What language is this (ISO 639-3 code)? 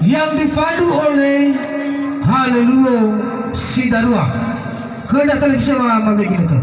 nia